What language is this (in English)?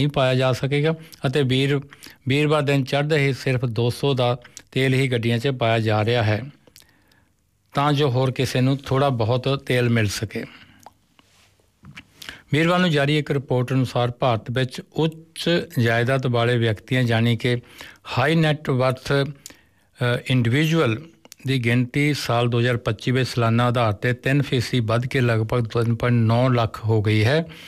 Punjabi